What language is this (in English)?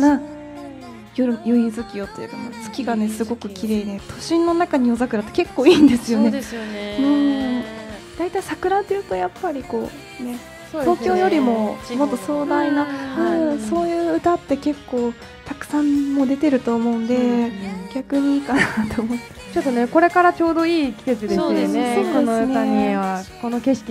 Japanese